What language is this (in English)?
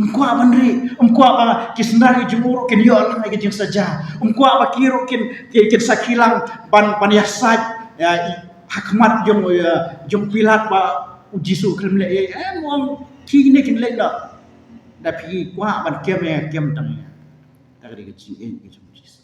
Khasi